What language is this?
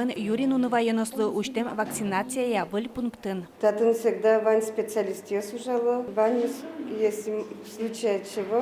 Udmurt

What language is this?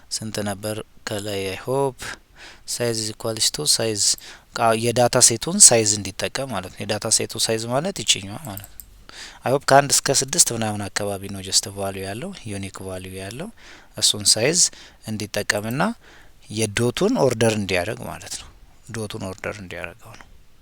Amharic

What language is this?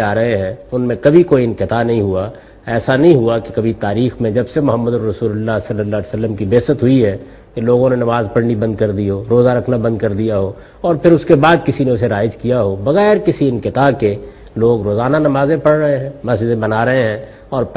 Urdu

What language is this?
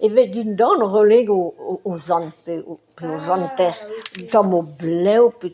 Breton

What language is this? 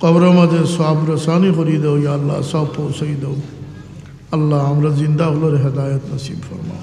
Sylheti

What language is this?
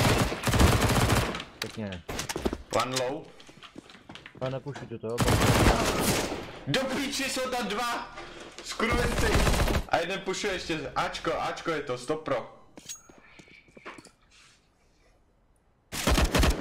Czech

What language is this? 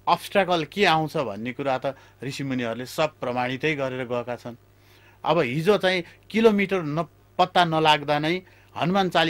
Nepali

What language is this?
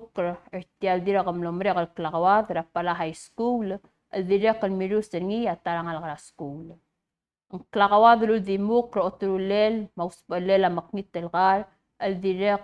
Palauan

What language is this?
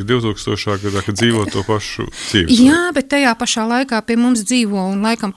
Latvian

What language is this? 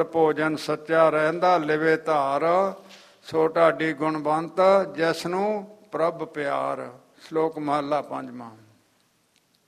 Punjabi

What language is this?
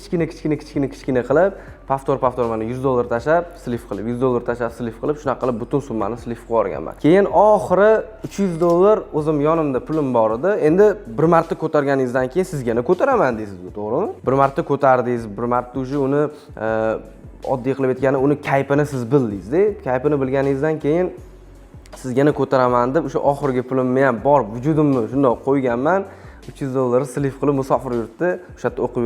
Uzbek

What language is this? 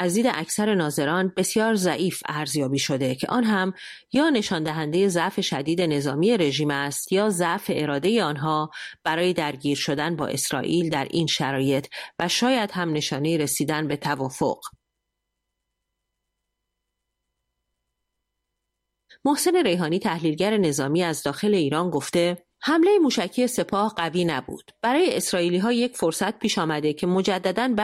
Persian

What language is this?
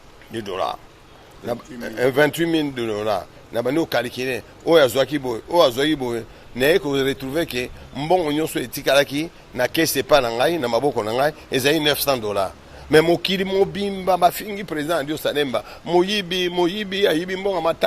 Lingala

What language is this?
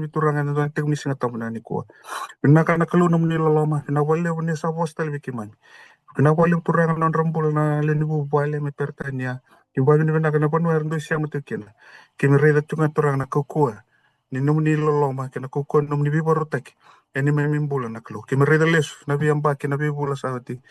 Fijian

